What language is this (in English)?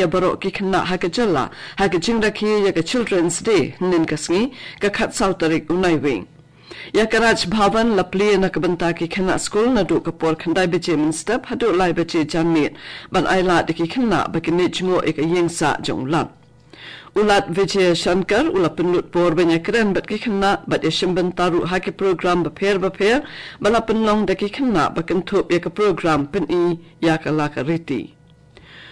Khasi